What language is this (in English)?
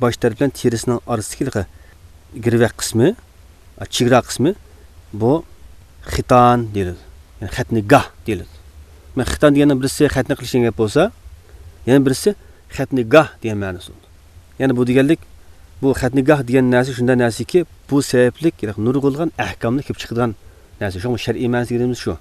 Uyghur